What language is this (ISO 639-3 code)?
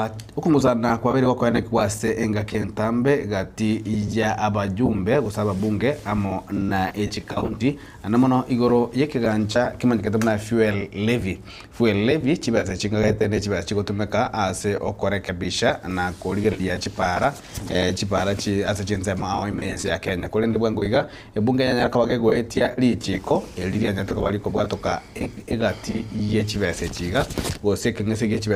guz